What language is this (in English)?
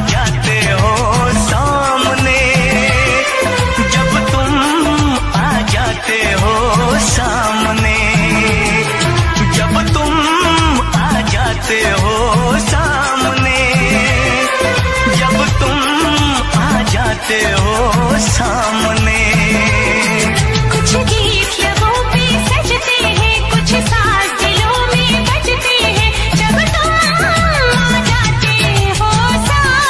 Hindi